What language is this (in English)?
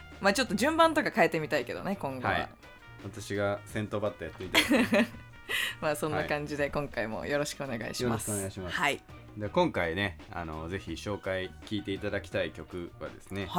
Japanese